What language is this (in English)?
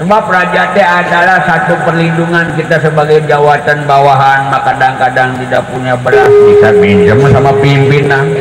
Betawi